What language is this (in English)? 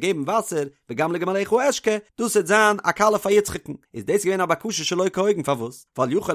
Yiddish